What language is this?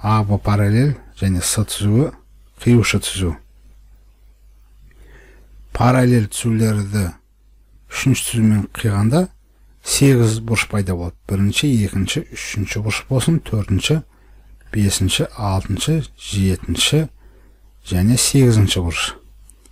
Kazakh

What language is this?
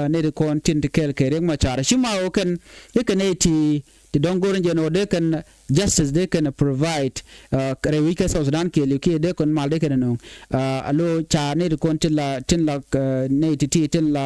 Nuer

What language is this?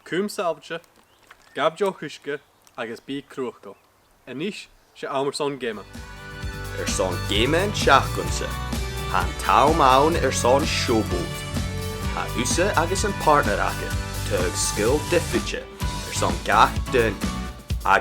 Scottish Gaelic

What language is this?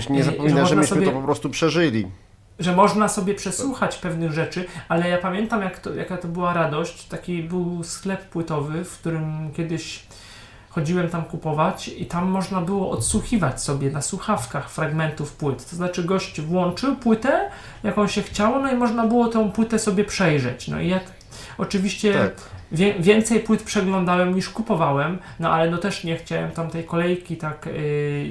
Polish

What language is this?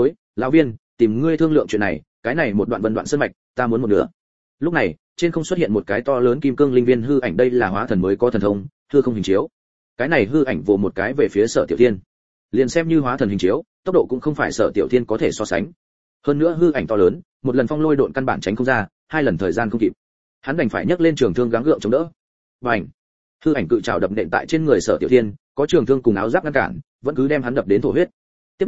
Vietnamese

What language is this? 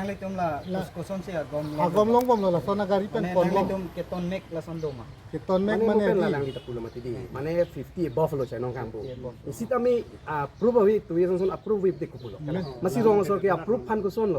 Karbi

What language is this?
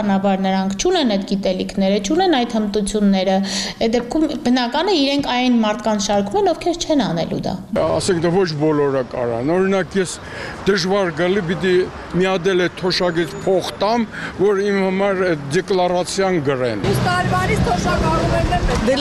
Armenian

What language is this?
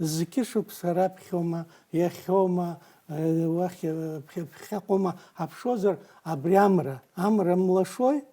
Abkhazian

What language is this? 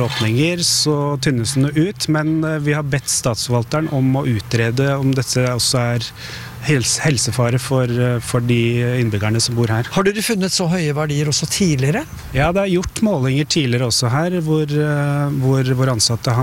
Norwegian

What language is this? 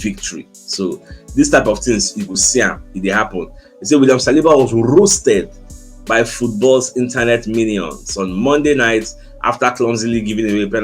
Nigerian Pidgin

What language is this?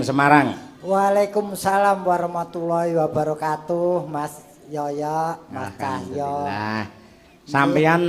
Javanese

